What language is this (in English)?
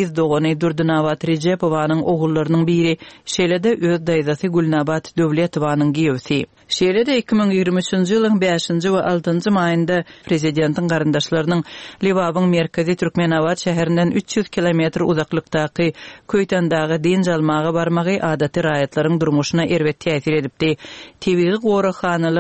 Turkmen